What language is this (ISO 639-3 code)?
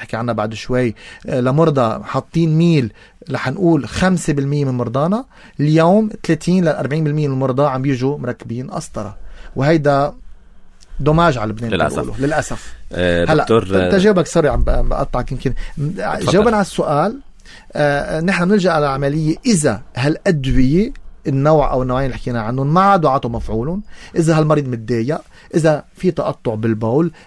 apc